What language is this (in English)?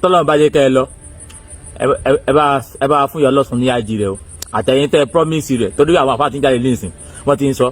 Yoruba